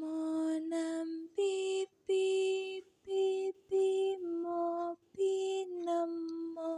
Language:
Javanese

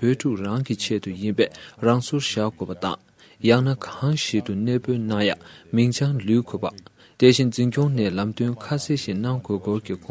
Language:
Tibetan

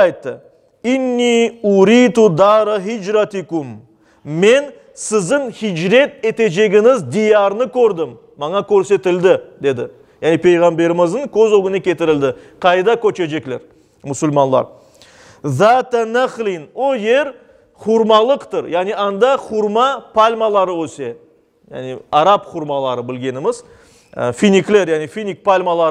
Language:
Crimean Tatar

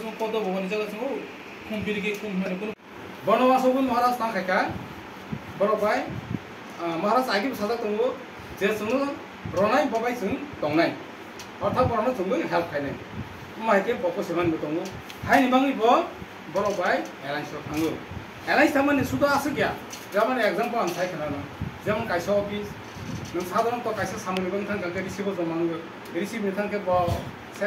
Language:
Kok Borok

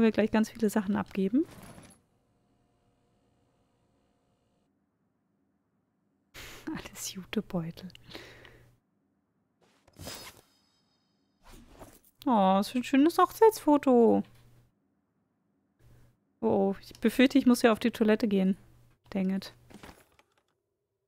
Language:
German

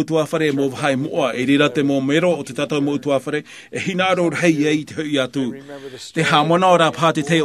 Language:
Tahitian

